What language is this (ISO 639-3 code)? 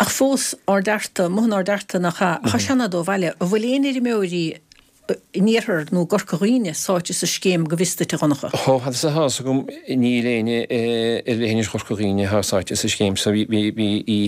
gle